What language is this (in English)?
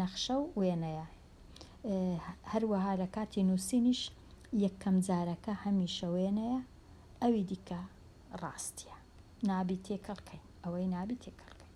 Central Kurdish